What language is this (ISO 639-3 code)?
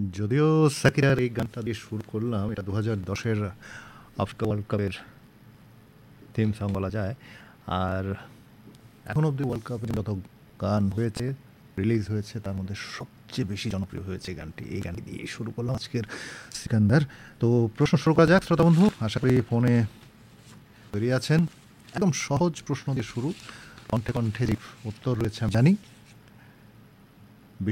ben